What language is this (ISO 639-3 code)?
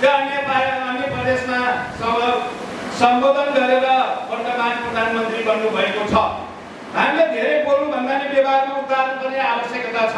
nep